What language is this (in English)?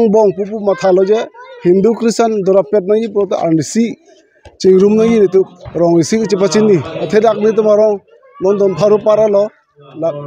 Karbi